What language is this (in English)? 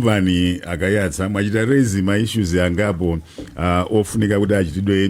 Nyanja